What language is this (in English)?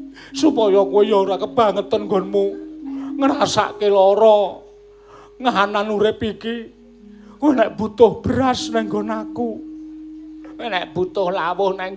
Javanese